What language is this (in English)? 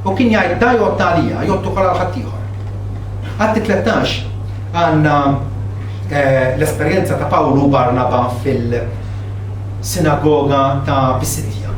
Maltese